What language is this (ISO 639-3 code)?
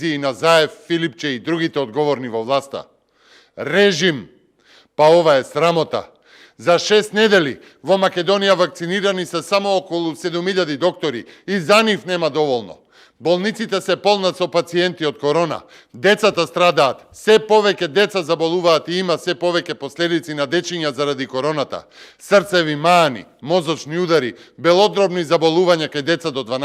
mkd